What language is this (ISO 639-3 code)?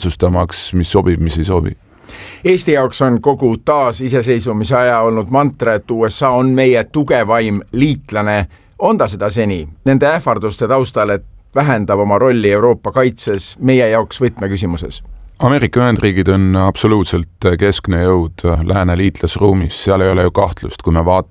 est